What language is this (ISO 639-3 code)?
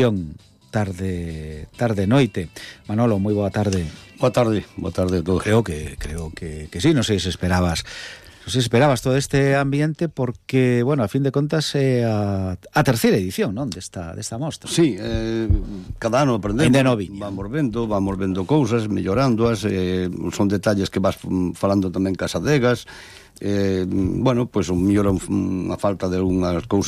glg